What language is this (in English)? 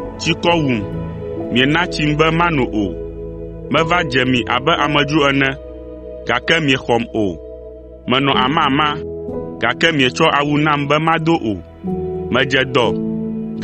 Ewe